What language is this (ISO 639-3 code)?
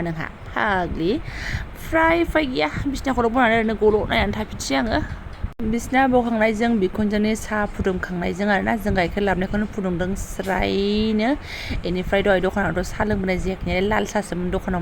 brx